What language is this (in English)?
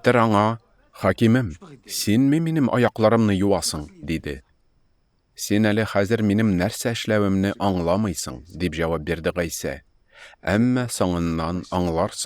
Tatar